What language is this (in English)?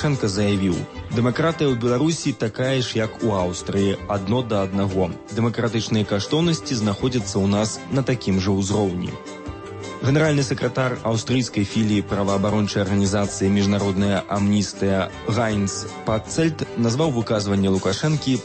Belarusian